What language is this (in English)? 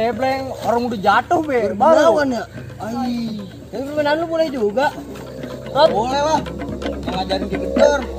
Betawi